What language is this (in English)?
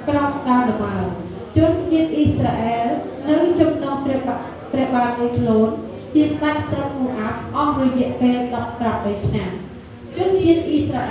Khmer